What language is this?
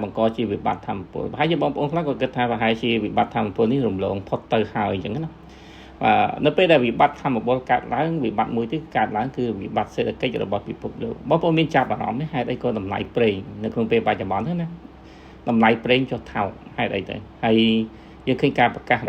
Khmer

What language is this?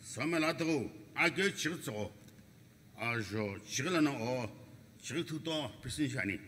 Sumi Naga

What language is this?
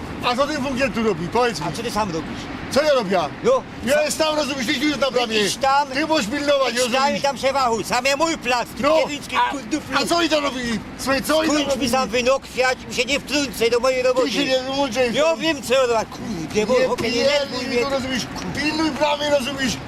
Silesian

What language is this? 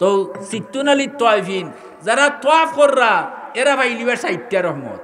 Sylheti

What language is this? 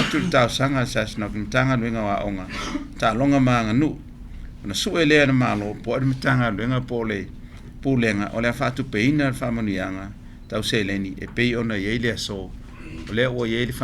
Samoan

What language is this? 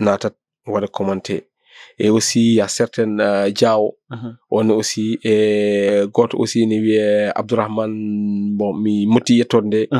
Fula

